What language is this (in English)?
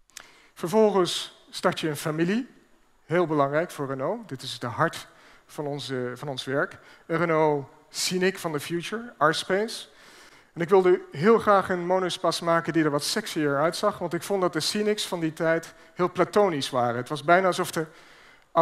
Dutch